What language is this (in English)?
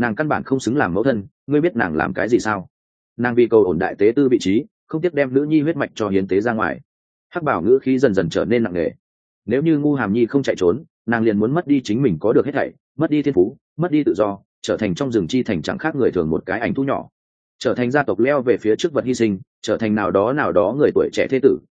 Vietnamese